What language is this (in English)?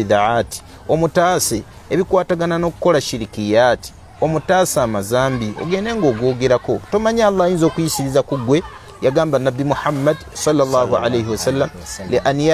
Ganda